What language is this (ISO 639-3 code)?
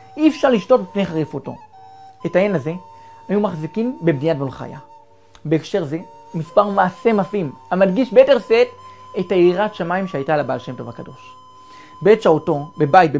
heb